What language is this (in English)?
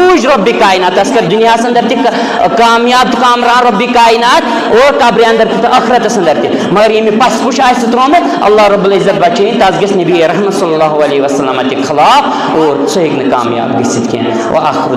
Kashmiri